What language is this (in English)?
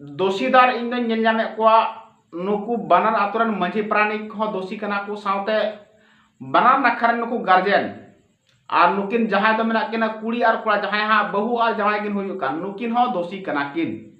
Santali